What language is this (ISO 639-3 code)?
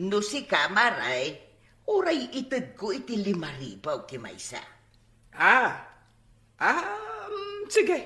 ilo